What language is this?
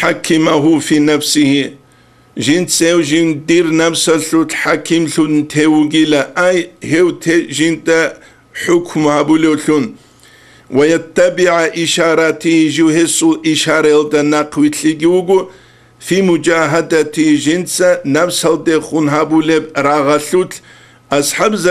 Avaric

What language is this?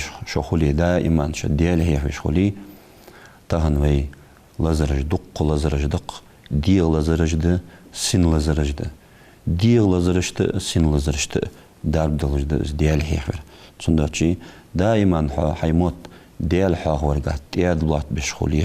Ingush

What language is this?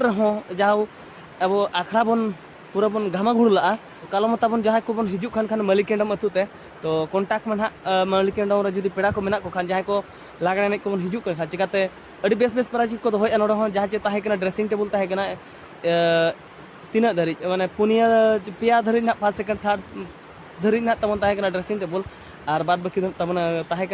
Santali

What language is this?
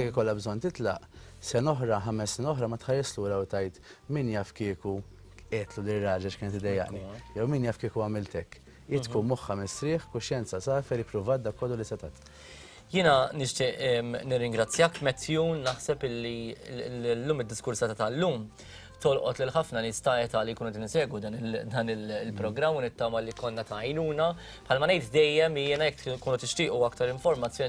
Maltese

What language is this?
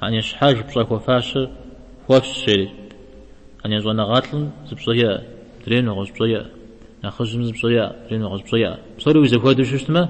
Kabardian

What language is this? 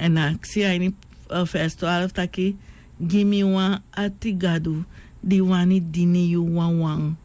Sranan Tongo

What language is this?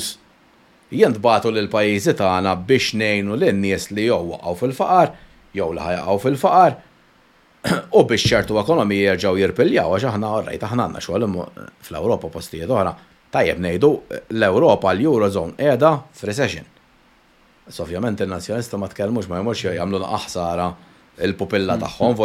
Maltese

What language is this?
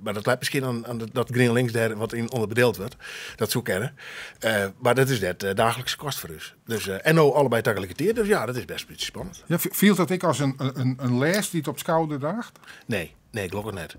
Western Frisian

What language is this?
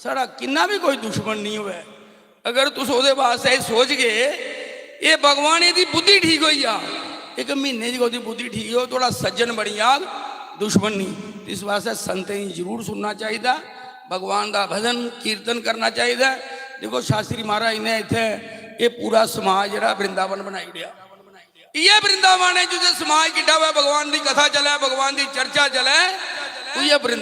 Dogri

